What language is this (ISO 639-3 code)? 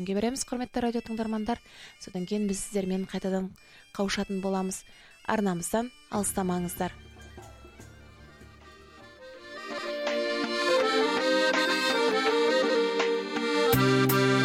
kaz